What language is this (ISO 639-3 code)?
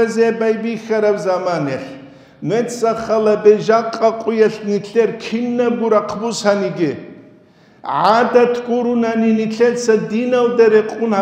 ava